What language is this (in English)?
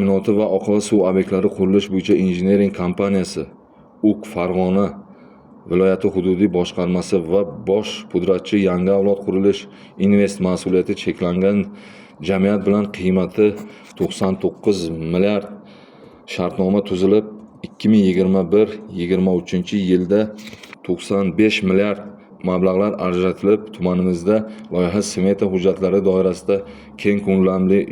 Uzbek